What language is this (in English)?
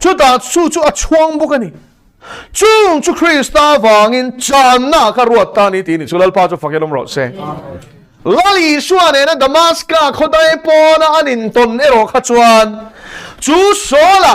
Mizo